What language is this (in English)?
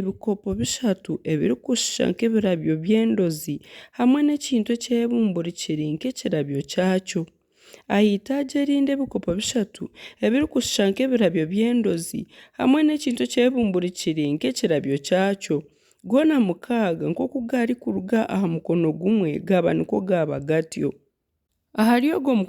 Nyankole